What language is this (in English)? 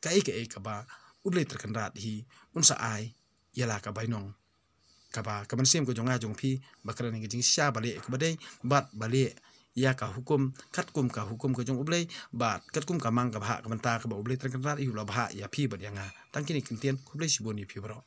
Khasi